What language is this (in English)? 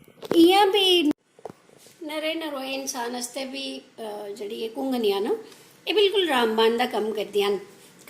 Dogri